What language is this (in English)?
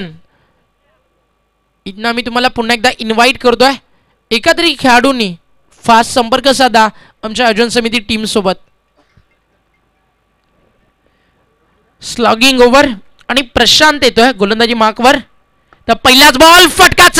Marathi